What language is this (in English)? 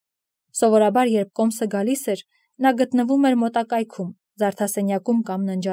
Armenian